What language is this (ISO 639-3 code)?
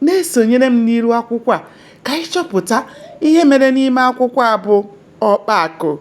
ibo